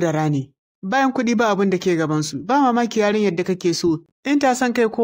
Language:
Hausa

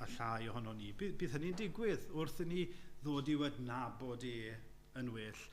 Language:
Welsh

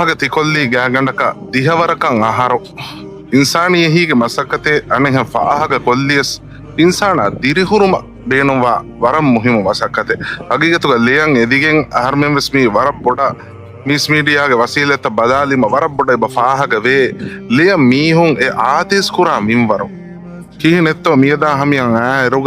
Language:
Divehi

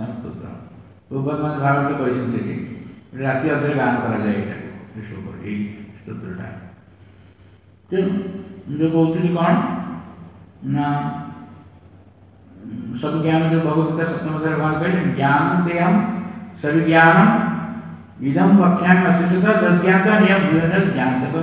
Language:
Odia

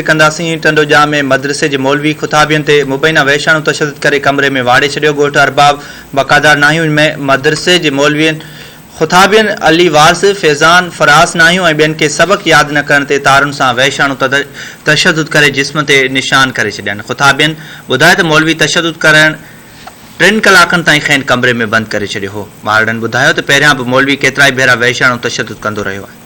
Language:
Sindhi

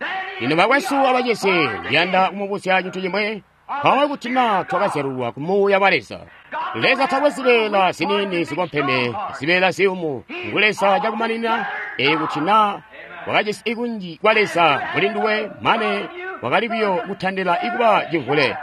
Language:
Tonga (Zambia)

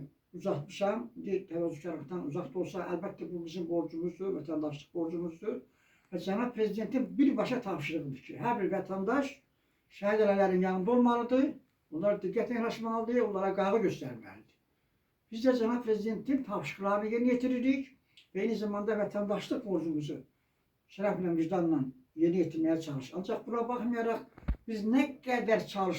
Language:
Azerbaijani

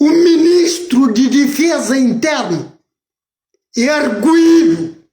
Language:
Kabuverdianu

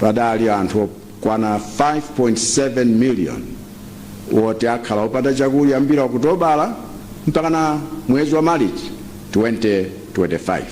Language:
Nyanja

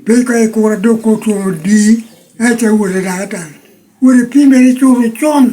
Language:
Lango (Uganda)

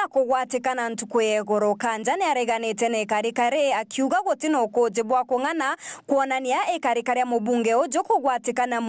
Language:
Meru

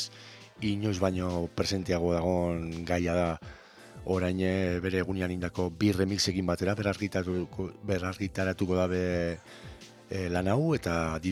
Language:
Basque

